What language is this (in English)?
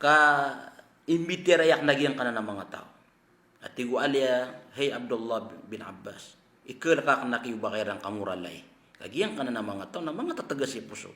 Maranao